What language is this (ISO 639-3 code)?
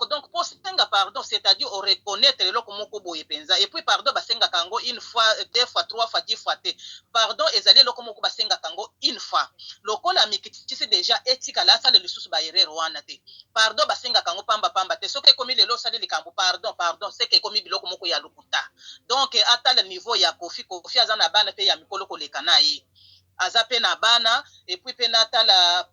lin